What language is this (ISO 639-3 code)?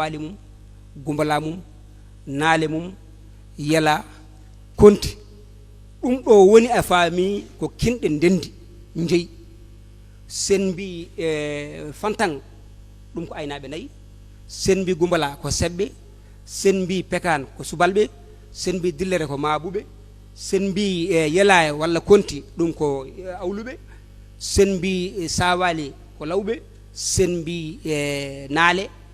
ful